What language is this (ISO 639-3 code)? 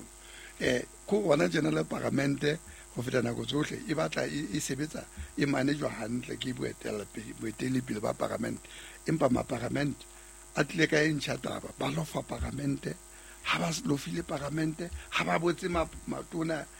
sot